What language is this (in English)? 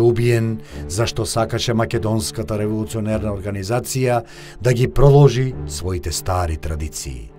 Macedonian